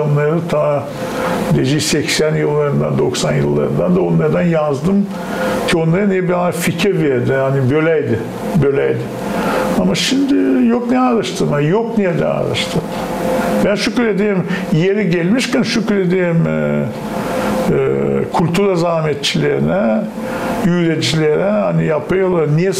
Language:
Gagauz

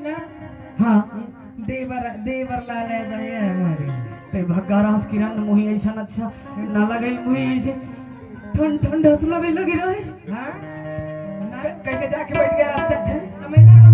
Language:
Chhattisgarhi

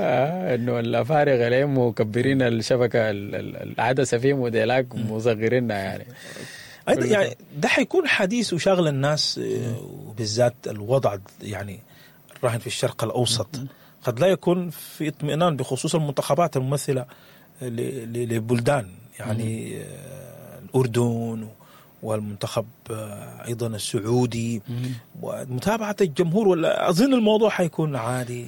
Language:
Sudanese Arabic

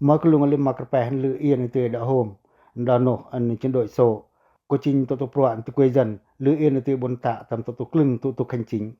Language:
Pacoh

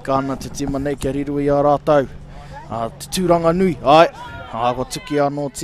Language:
Māori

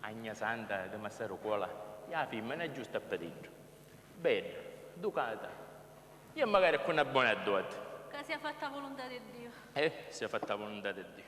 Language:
Sicilian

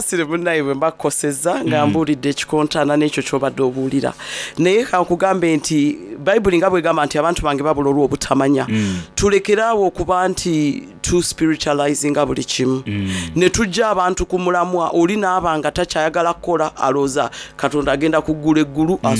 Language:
Soga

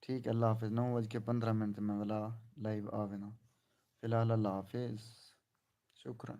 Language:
Saraiki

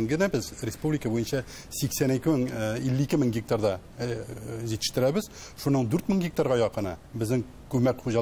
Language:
Tatar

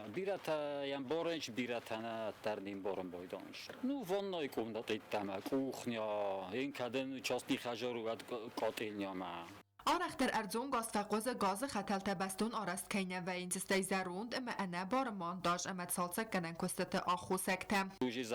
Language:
Ossetic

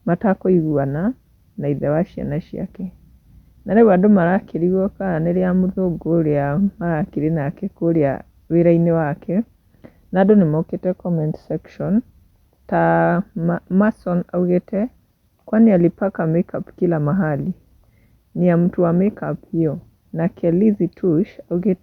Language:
Kikuyu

